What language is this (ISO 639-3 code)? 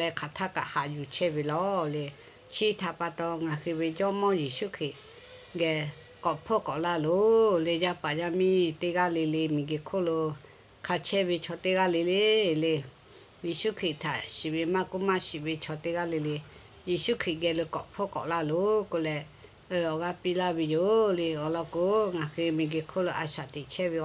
lhu